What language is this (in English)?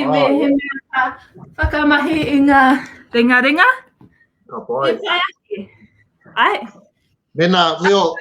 Māori